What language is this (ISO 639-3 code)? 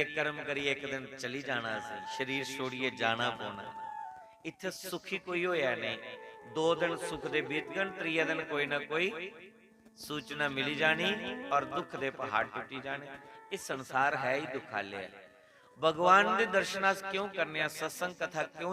doi